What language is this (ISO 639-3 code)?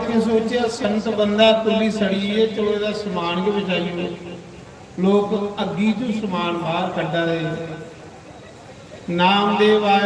doi